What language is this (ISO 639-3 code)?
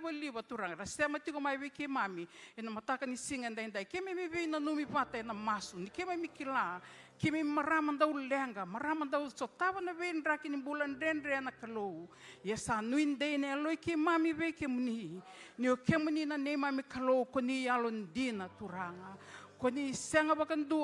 fij